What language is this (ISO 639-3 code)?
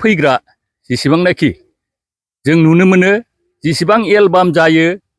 brx